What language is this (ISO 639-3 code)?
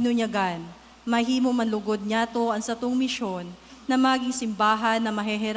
bik